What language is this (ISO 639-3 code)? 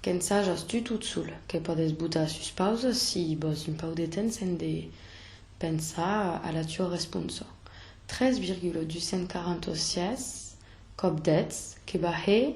oci